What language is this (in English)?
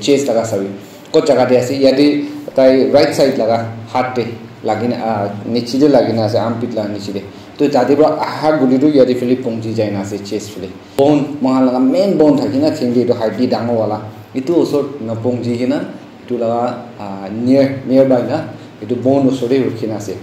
Naga Pidgin